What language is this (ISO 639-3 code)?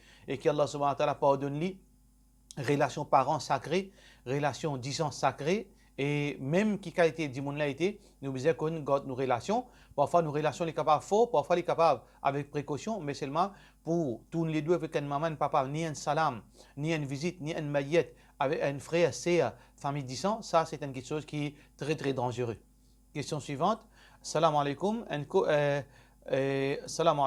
mfe